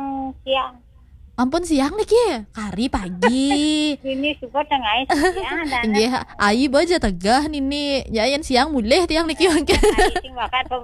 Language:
Balinese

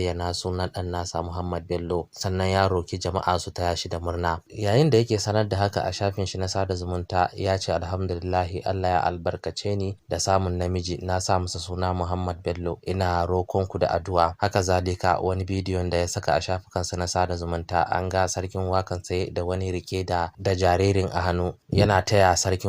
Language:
Hausa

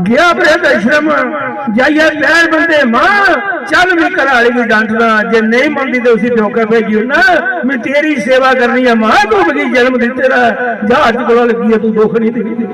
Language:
Dogri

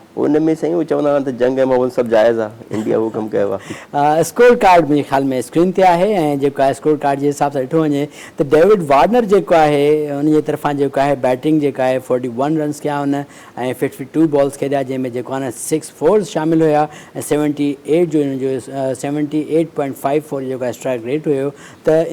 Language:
Sindhi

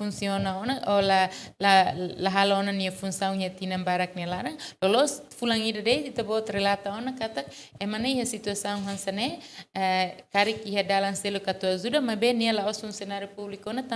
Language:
Tetum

